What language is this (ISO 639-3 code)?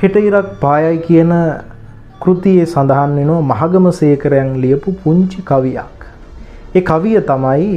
sin